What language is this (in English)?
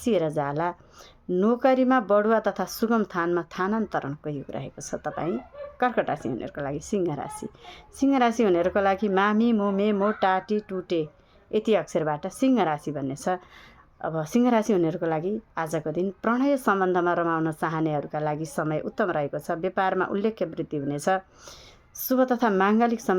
Nepali